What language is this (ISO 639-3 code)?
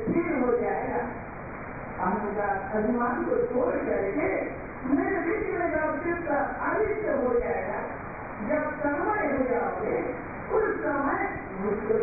hin